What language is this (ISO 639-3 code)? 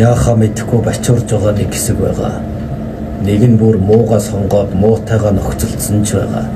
mon